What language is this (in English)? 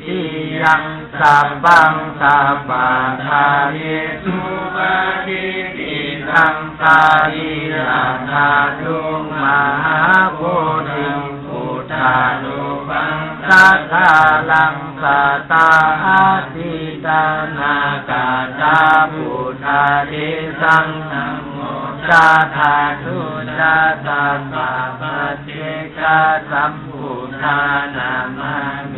Pali